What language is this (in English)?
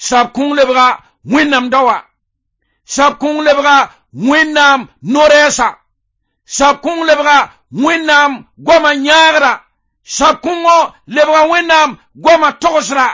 Mossi